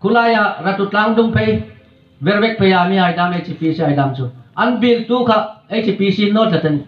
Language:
Hmar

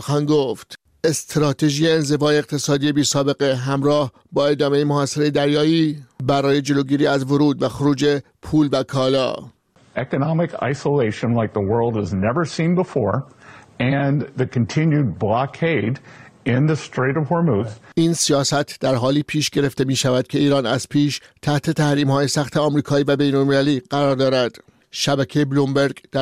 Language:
Persian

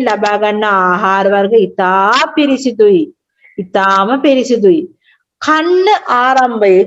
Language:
Sinhala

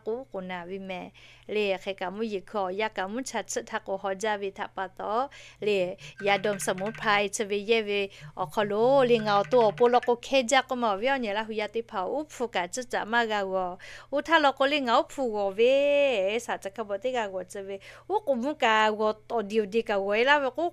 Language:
Lahu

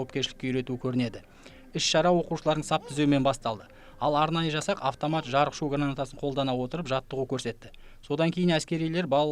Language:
Kazakh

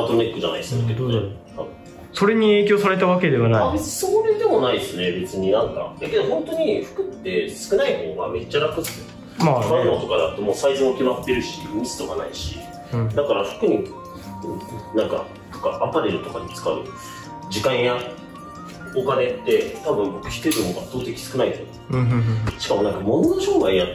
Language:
Japanese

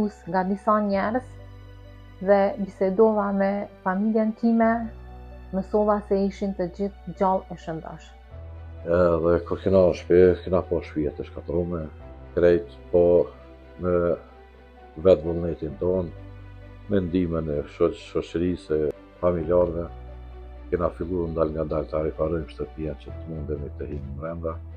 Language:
Albanian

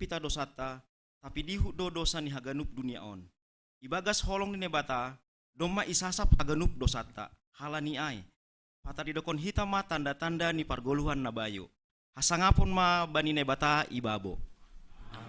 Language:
Batak Simalungun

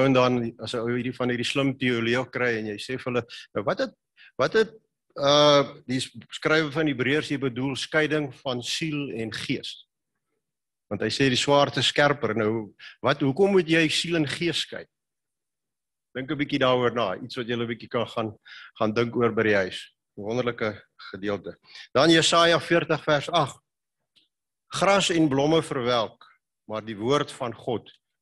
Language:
Afrikaans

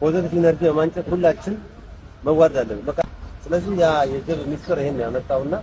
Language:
Amharic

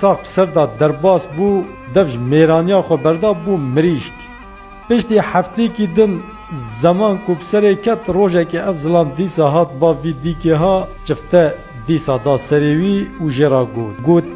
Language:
Kurdish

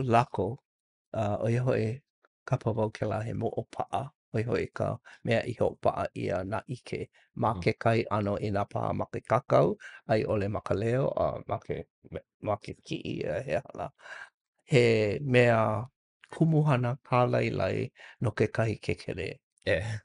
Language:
Hawaiian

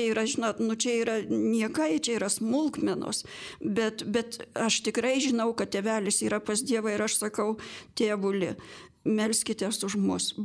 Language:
Lithuanian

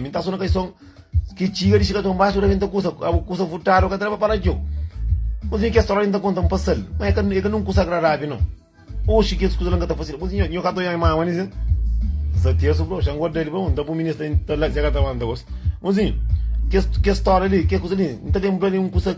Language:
Kabuverdianu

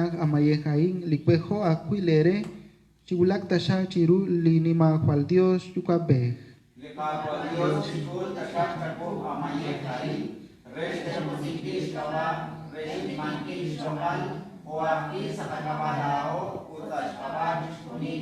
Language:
Kekchí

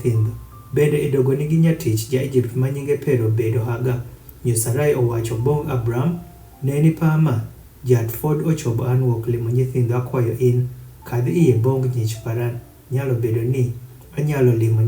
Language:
Adhola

